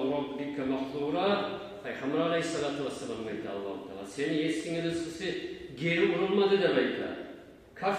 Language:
Kumyk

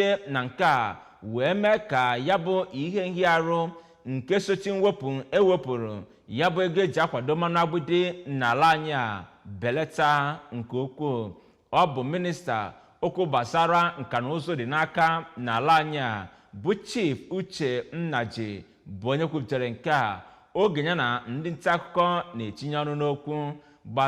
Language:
Igbo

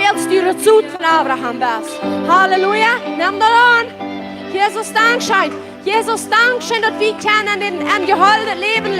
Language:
Plautdietsch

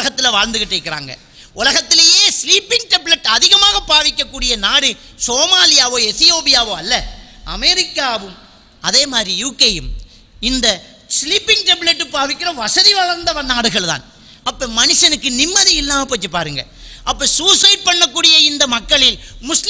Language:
Tamil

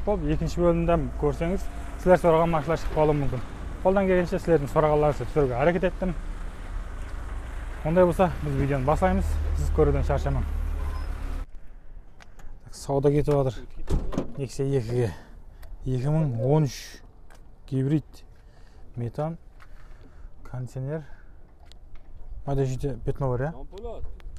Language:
Kazakh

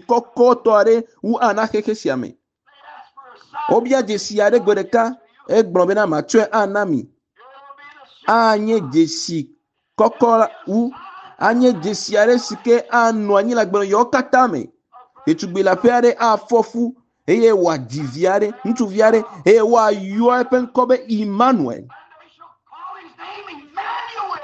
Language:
Ewe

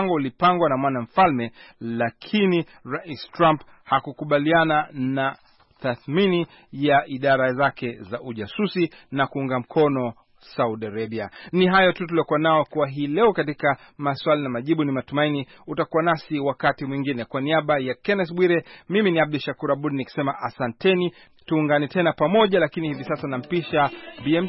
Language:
Swahili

